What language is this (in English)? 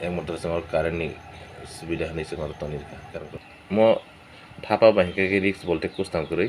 Kok Borok